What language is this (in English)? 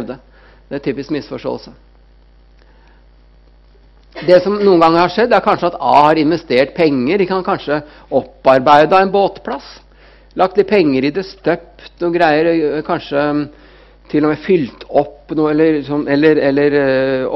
Norwegian